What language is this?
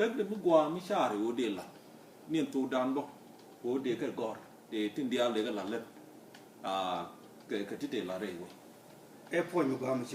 Nuer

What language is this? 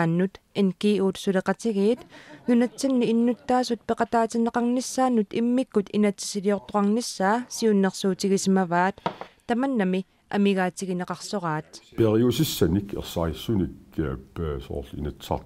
Kalaallisut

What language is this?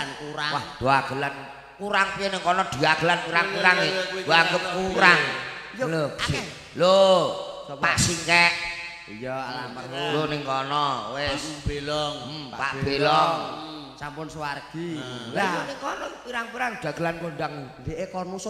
Javanese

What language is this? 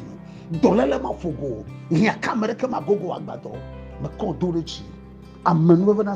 Ewe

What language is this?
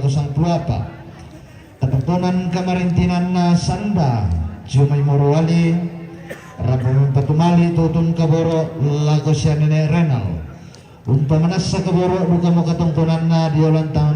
Toraja-Sa'dan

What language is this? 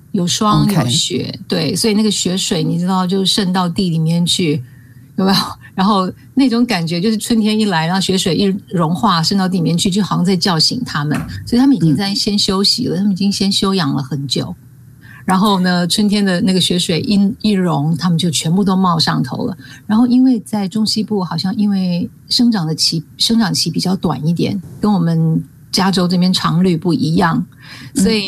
Chinese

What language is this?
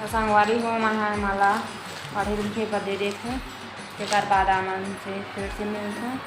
Chhattisgarhi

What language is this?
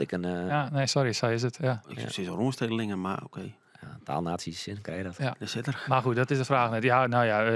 Western Frisian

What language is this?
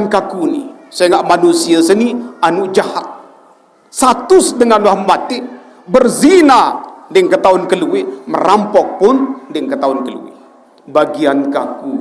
Sasak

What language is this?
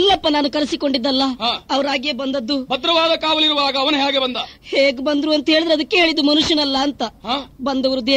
Kannada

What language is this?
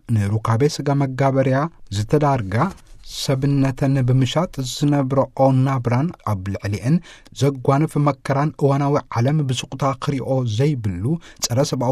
Tigrinya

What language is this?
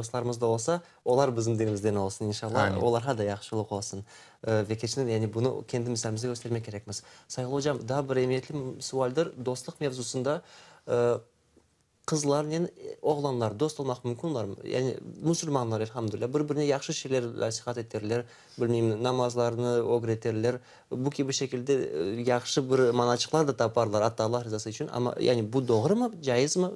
Crimean Tatar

